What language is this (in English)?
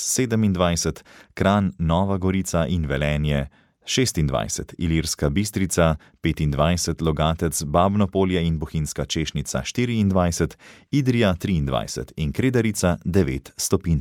Slovenian